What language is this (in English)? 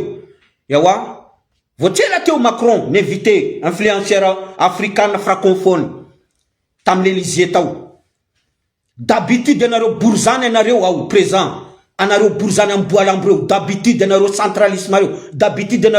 Malagasy